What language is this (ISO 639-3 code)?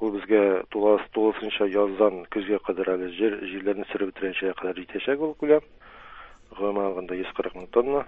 tat